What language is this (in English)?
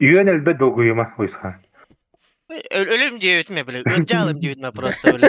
Yakut